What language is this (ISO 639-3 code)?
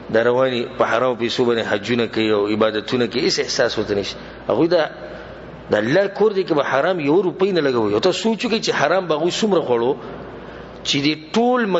pus